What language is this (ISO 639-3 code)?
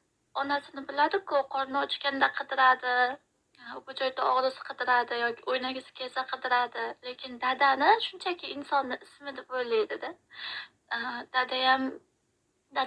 uzb